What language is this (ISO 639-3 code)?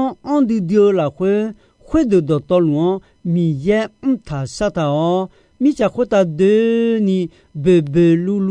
ahk